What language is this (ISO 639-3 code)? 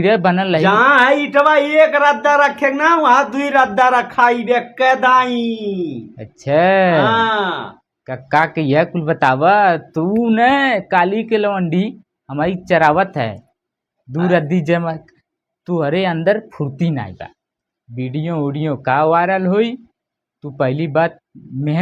bho